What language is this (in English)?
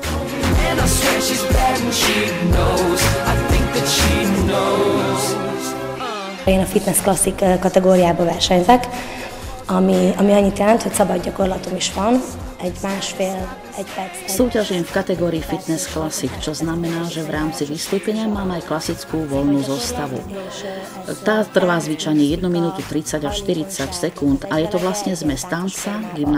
Slovak